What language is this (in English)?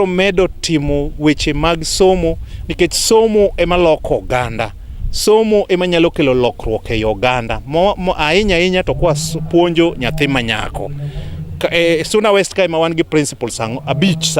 Luo (Kenya and Tanzania)